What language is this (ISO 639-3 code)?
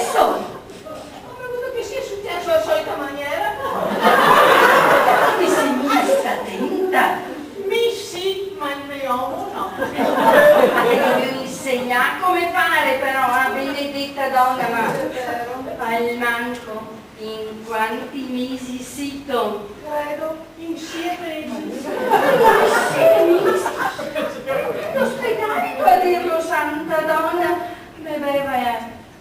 vec